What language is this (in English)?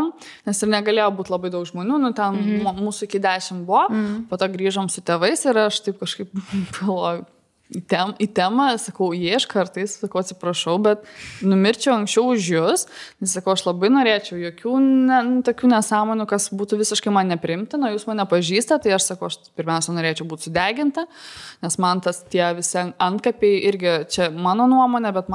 Lithuanian